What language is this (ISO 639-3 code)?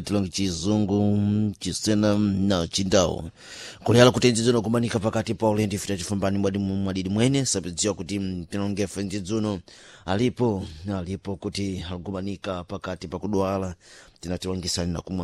seh